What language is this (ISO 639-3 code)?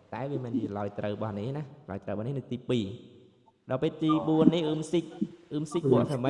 khm